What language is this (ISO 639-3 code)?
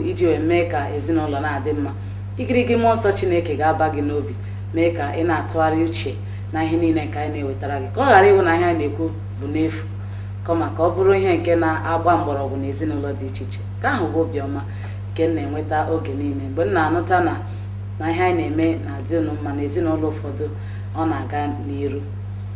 ibo